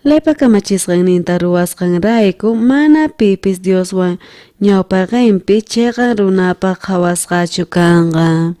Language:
South Bolivian Quechua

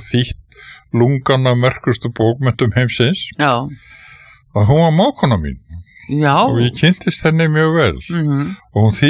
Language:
Icelandic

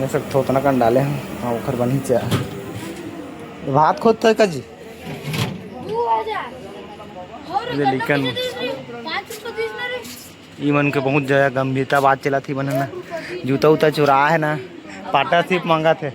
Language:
Chhattisgarhi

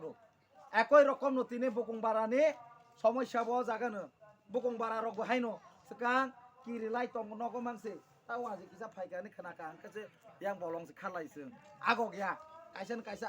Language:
Kok Borok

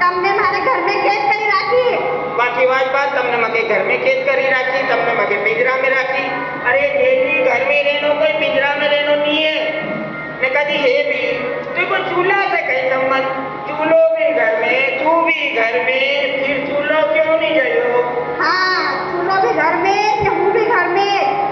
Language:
Rajasthani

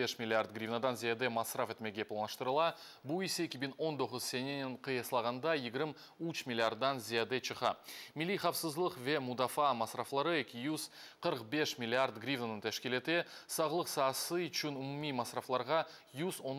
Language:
Crimean Tatar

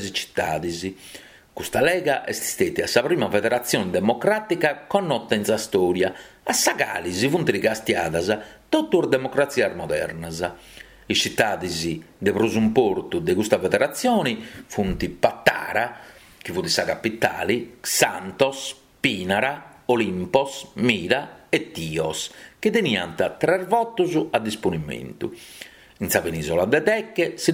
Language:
Sardinian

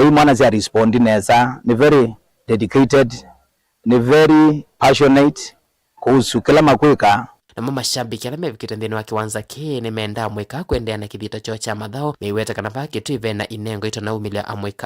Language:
Kamba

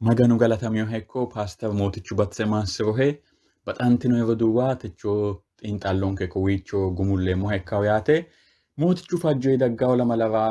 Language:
Sidamo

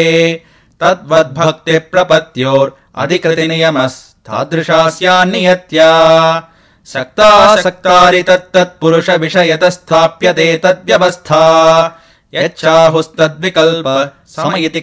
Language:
Sanskrit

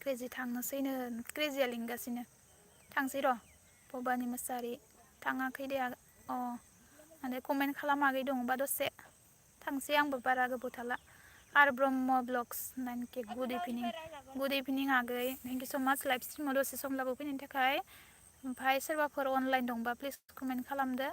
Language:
Bodo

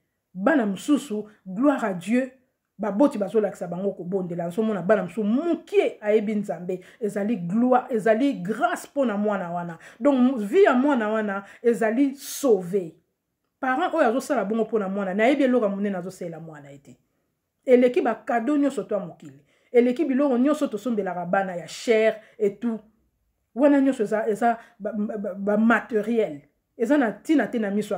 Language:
Lingala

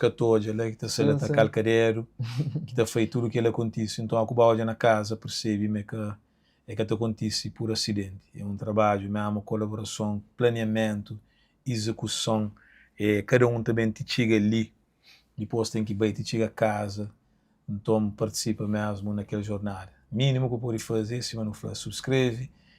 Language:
Kabuverdianu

